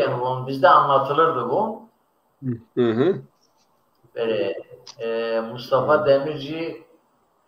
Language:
Zaza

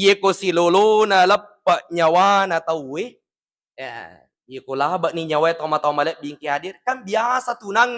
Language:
Buginese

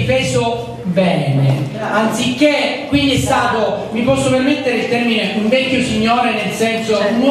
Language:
Italian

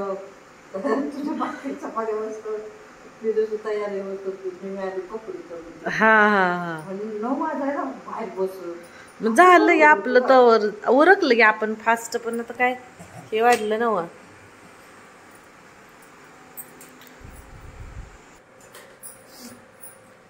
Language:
Marathi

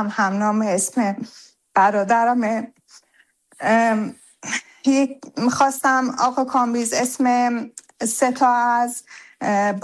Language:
Persian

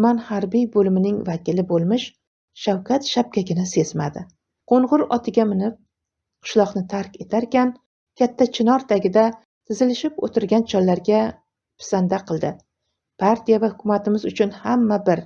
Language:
Uzbek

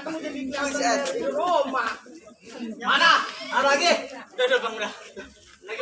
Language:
Betawi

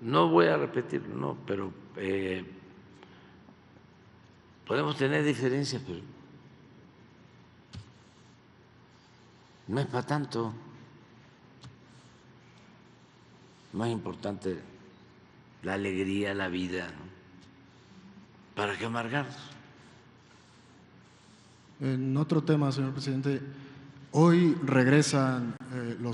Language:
Spanish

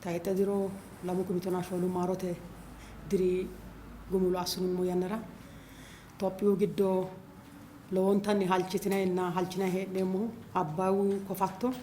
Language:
Sidamo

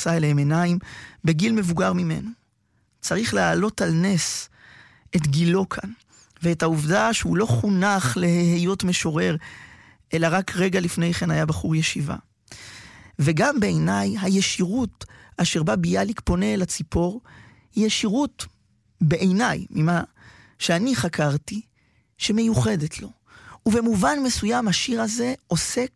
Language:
Hebrew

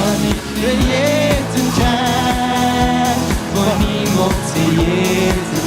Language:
Plautdietsch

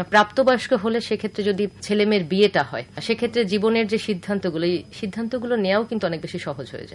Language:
Bangla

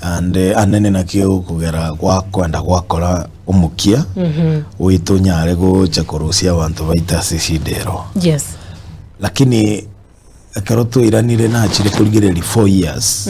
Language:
Gusii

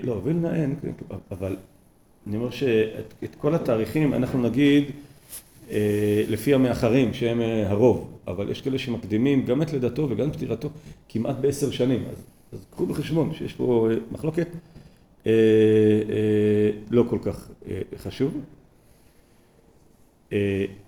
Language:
Hebrew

